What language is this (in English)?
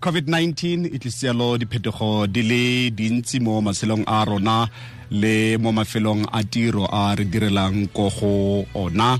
Tswana